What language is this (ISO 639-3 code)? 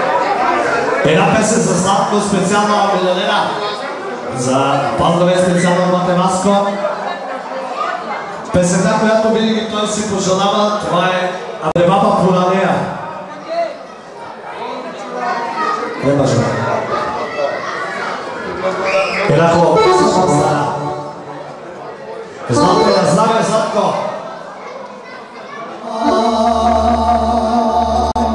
bul